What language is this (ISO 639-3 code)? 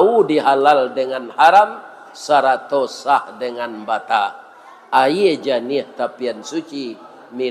min